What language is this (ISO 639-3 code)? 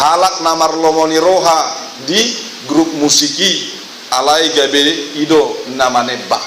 bbc